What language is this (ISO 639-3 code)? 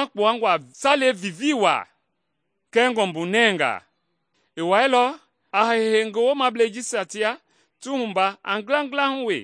men